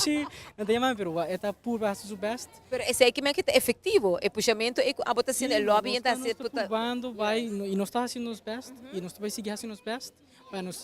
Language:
Papiamento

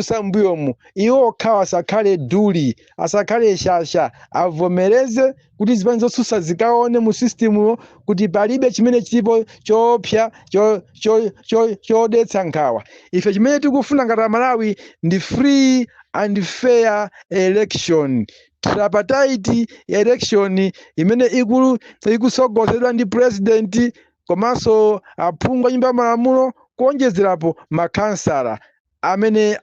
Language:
Nyanja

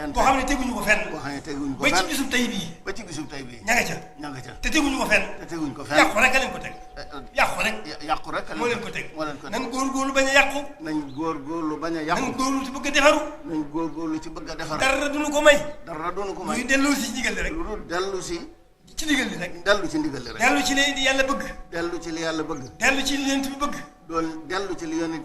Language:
Wolof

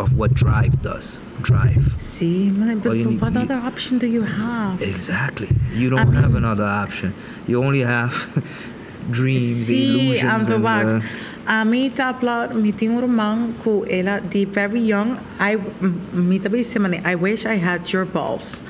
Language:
Papiamento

